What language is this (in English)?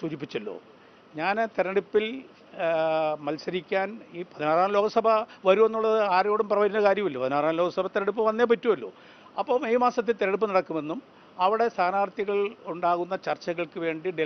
Malayalam